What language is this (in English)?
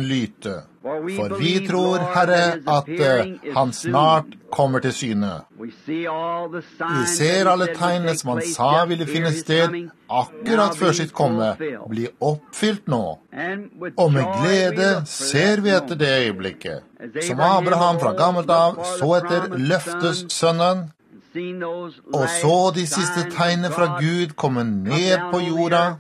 Norwegian